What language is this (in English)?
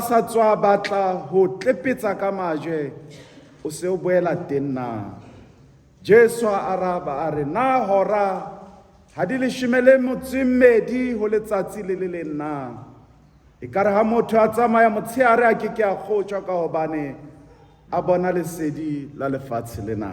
Southern Sotho